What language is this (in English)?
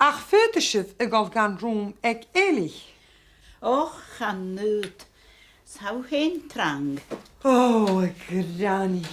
Scottish Gaelic